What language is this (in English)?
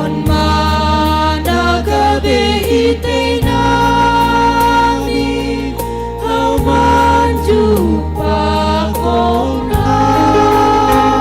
Batak Simalungun